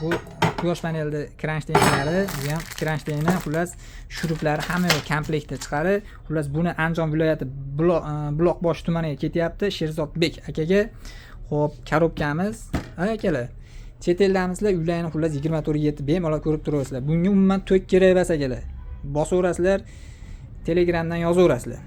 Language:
Uzbek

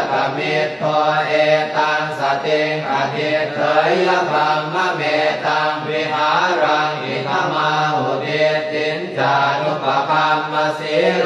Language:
Pali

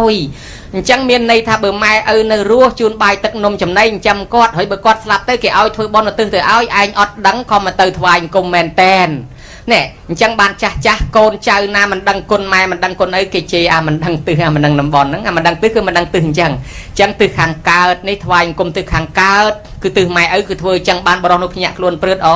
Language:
Khmer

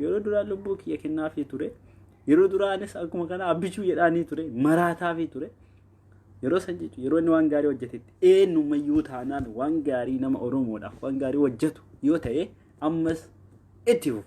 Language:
Oromo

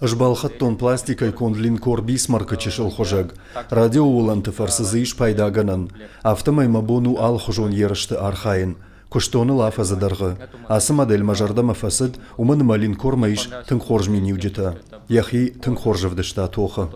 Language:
Ossetic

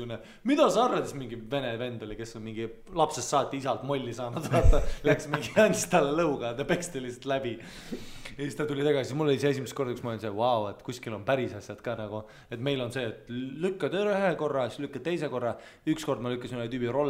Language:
Estonian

